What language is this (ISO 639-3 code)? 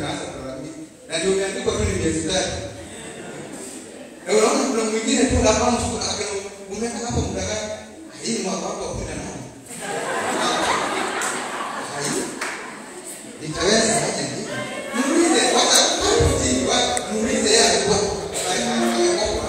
swa